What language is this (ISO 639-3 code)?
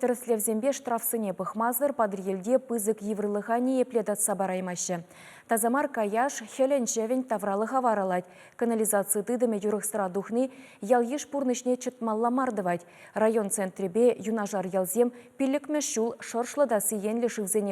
chv